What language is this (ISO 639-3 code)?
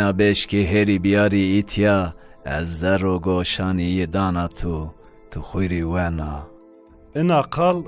zza